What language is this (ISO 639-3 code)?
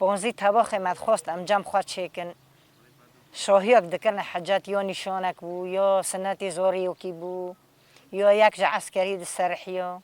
kur